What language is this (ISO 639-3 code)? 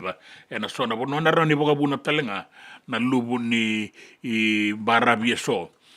fij